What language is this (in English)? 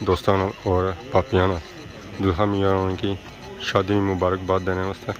Pahari-Potwari